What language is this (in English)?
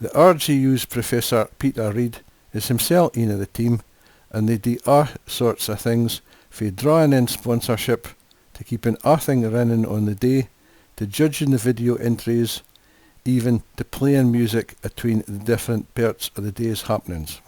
Scots